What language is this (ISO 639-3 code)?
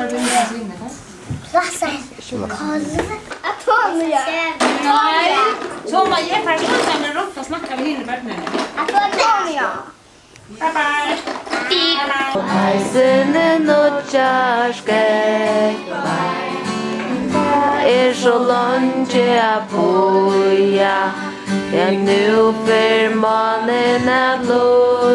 fao